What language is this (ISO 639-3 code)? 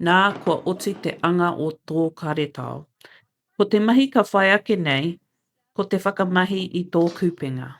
mri